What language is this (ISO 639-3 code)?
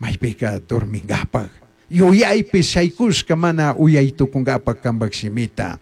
qug